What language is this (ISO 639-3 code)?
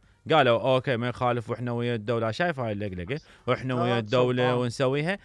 acm